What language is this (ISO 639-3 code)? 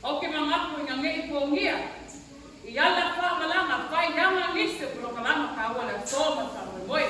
smo